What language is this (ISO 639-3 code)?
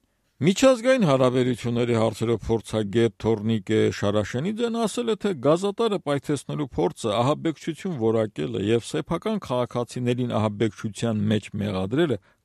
hye